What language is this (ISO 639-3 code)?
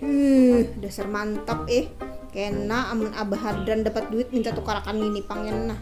bjn